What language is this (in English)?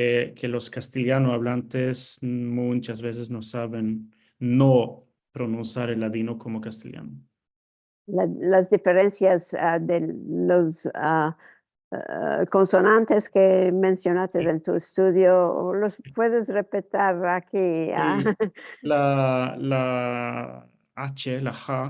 Ladino